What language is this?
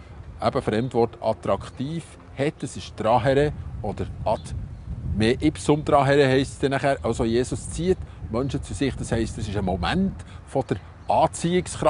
Swiss German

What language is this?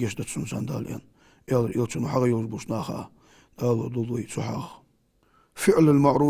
Ingush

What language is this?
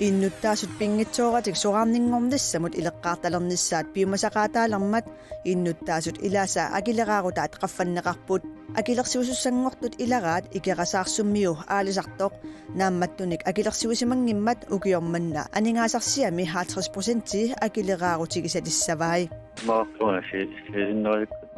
Kalaallisut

